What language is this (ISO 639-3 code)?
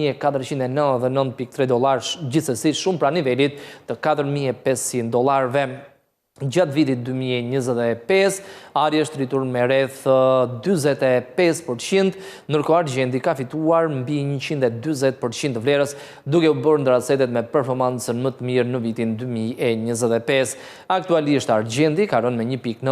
sqi